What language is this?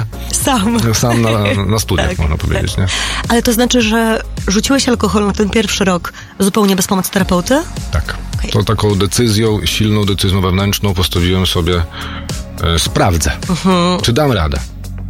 Polish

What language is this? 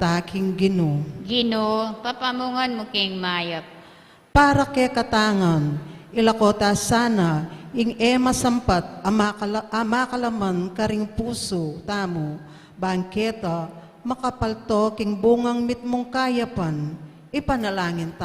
Pampanga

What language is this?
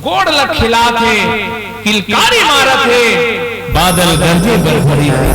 Chhattisgarhi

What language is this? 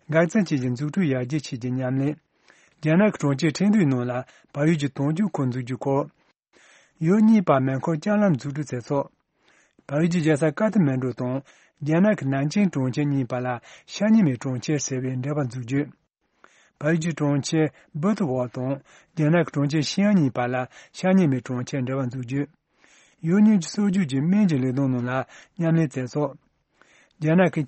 Tibetan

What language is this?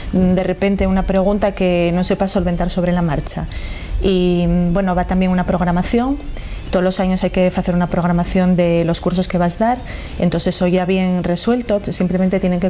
Asturian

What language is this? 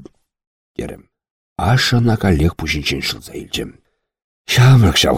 Chuvash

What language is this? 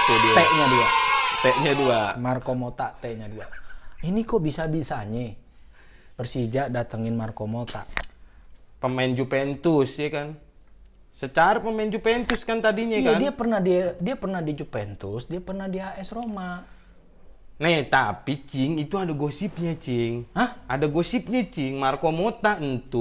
Betawi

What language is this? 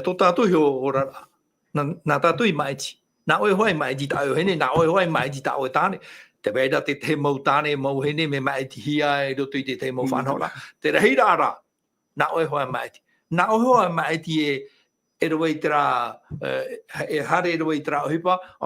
Tahitian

